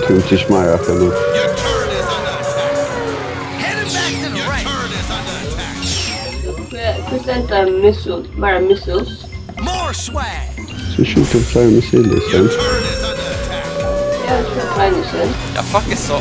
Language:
Faroese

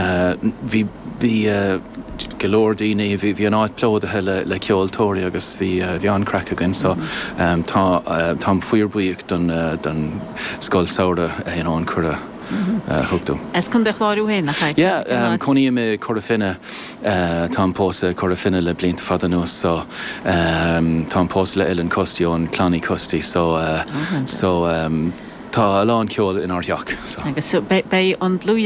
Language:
Irish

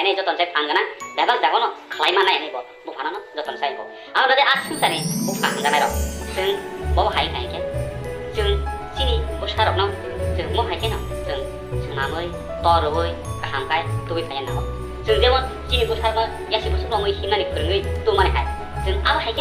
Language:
Kok Borok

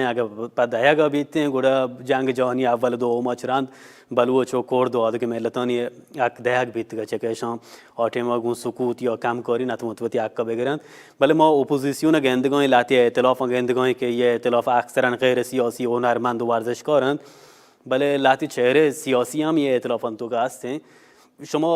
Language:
Baluchi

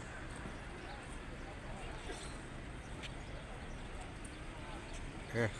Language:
Lao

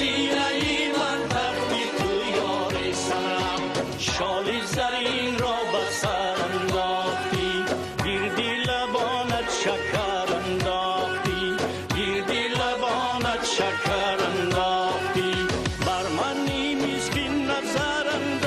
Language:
Tajik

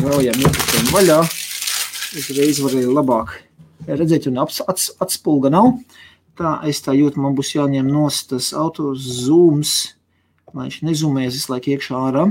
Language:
Latvian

